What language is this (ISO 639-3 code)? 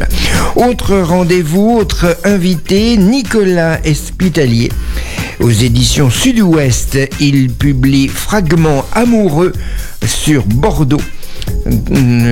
fra